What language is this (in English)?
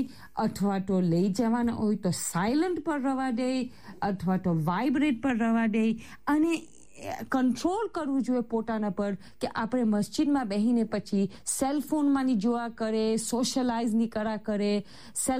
Gujarati